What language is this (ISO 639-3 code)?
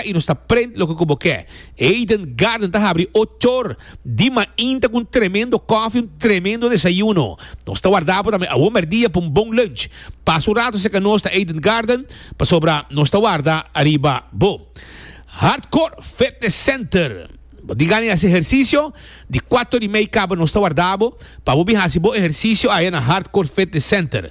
pap